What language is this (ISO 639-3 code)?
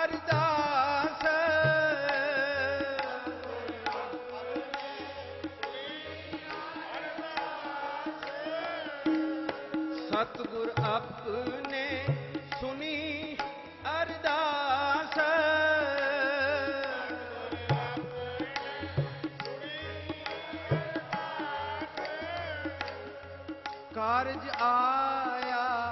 pan